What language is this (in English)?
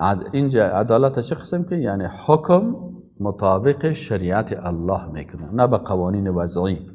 Persian